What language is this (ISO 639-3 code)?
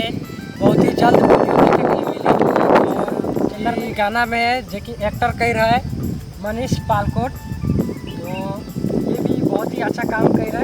sck